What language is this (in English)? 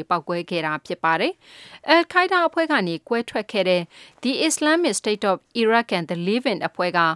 Burmese